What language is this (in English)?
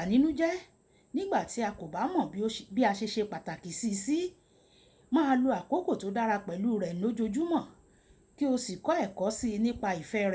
Yoruba